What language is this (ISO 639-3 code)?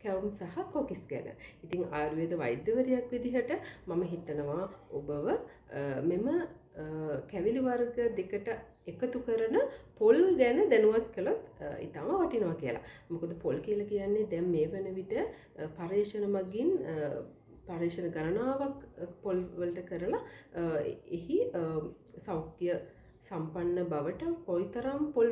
sin